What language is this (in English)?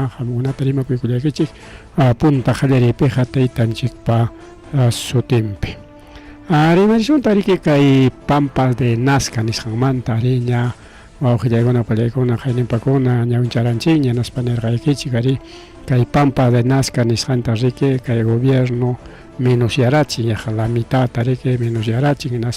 Ayacucho Quechua